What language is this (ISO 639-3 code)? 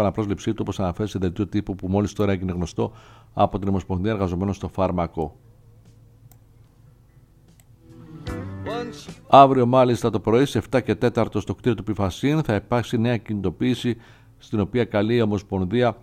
ell